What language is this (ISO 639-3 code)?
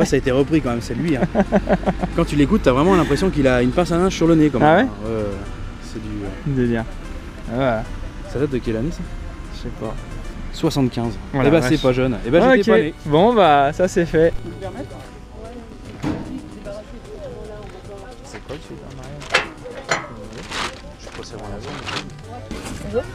fra